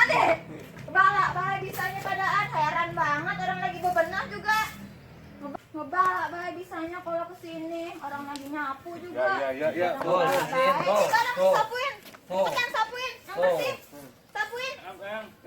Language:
Betawi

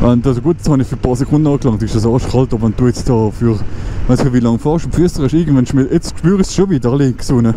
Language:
Swiss German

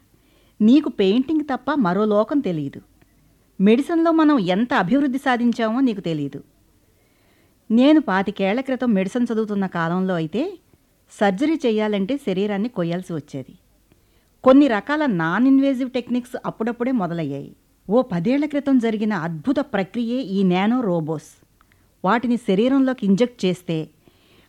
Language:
Telugu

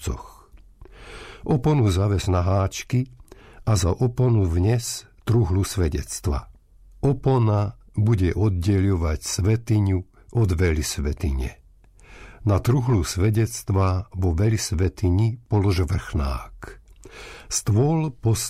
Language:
Slovak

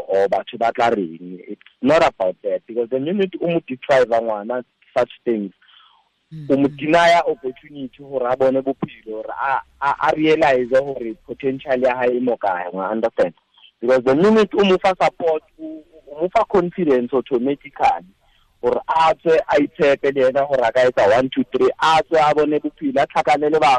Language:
Tswana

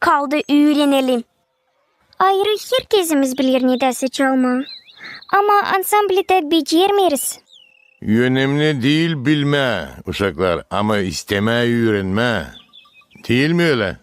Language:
Gagauz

